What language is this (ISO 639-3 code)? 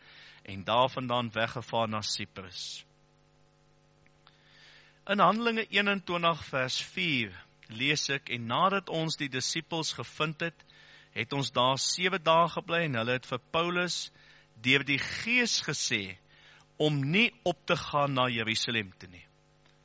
afr